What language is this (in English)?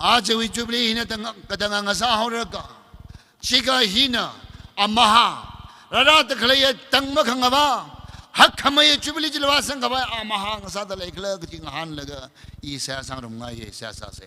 Tangkhul Naga (India)